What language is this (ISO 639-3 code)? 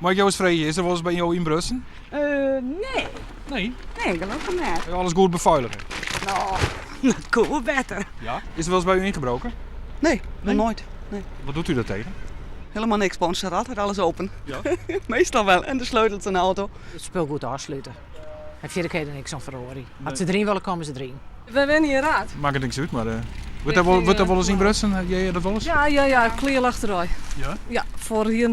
fry